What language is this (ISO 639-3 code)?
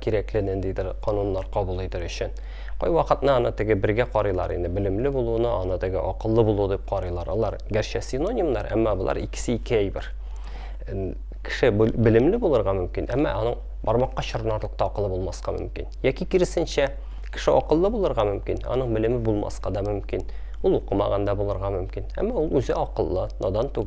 tat